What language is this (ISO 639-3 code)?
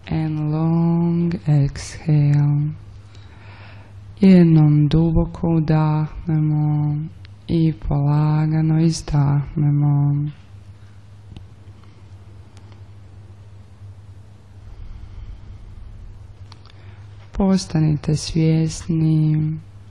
hrv